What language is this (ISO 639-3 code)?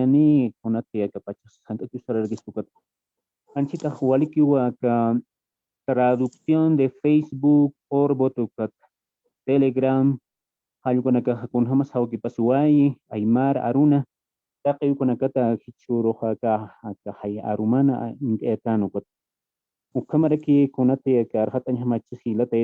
aym